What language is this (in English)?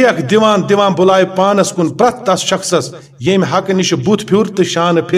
Kashmiri